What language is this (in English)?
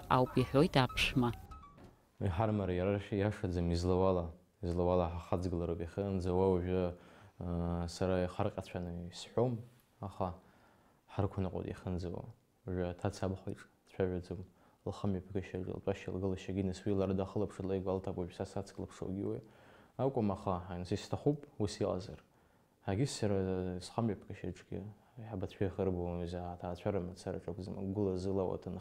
Abkhazian